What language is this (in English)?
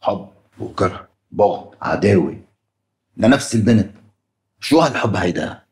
North Levantine Arabic